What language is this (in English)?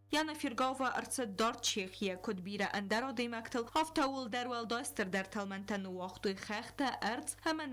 Ossetic